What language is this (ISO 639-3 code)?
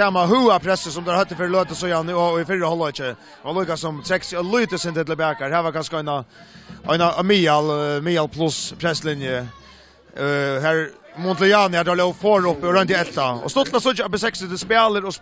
fao